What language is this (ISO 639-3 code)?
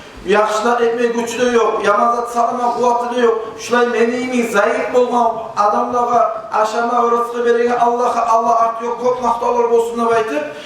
kum